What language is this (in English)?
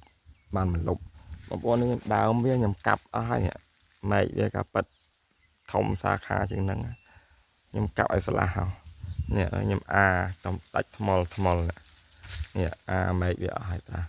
Khmer